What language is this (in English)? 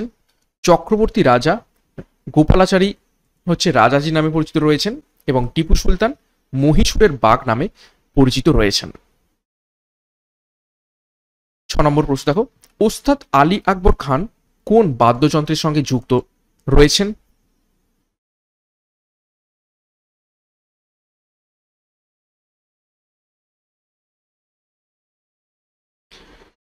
Bangla